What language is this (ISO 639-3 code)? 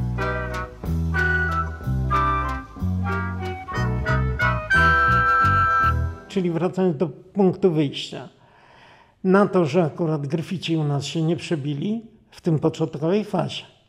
pol